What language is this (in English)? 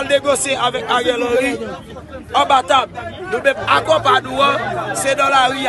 Haitian Creole